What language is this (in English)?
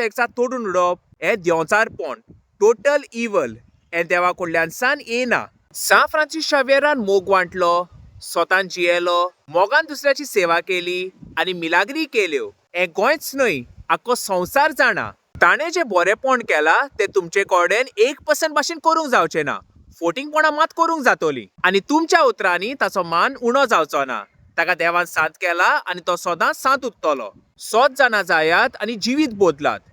Konkani